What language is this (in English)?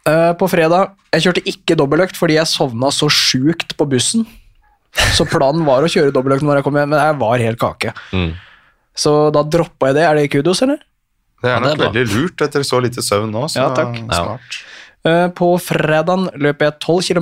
Norwegian